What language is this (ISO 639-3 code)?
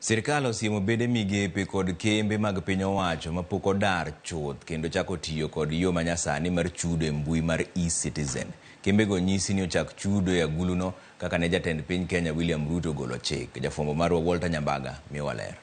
luo